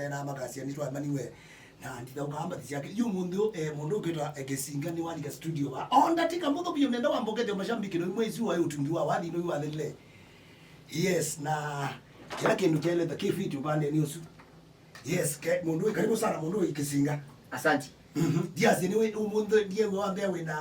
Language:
Kamba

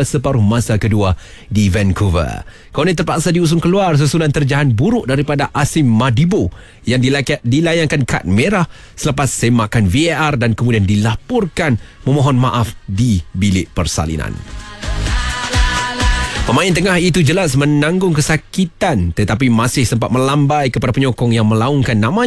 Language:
Malay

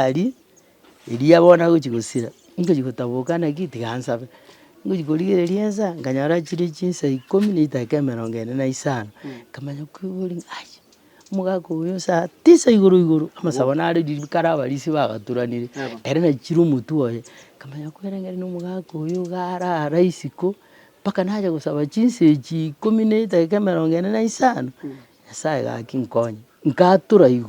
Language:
Gusii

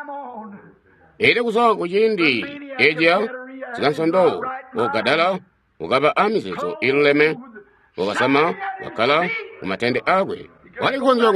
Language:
Tonga (Zambia)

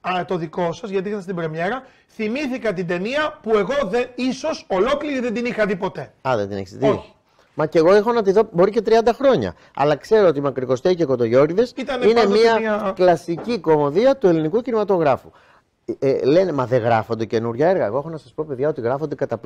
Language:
Greek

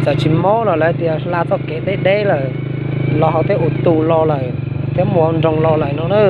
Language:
Hmong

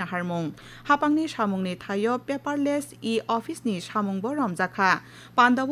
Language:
Kok Borok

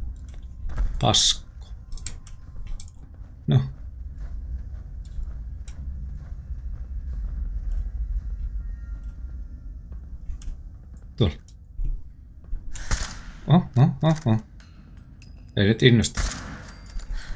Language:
Finnish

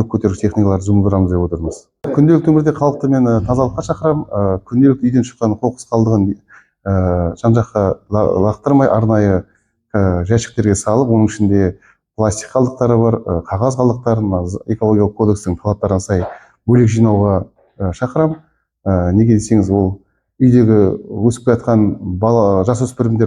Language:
Kazakh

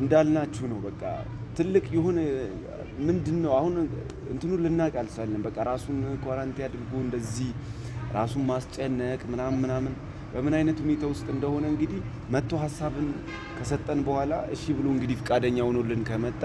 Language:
Amharic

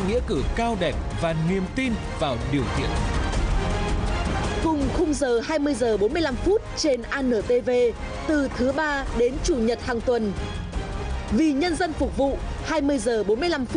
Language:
Vietnamese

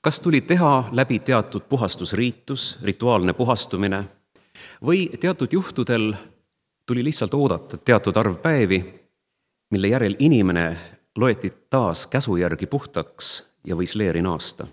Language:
Estonian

